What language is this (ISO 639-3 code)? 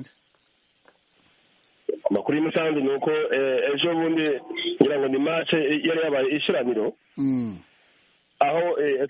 kin